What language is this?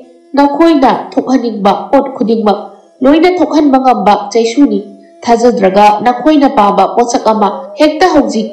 Manipuri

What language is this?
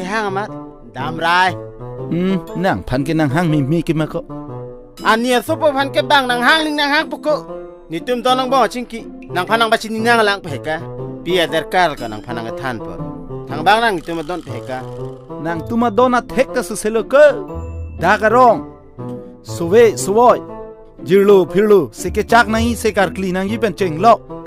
Karbi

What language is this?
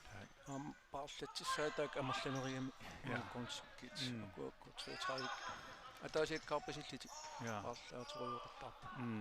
Kalaallisut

